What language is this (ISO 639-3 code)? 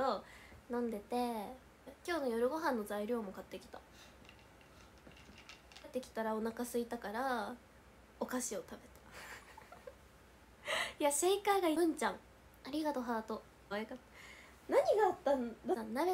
jpn